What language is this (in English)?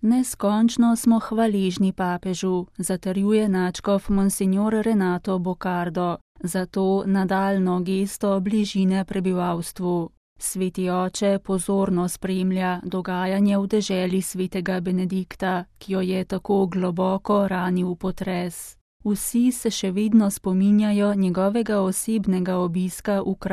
Slovenian